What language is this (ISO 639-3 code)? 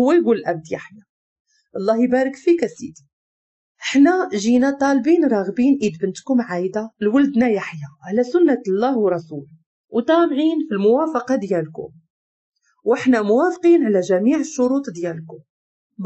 ary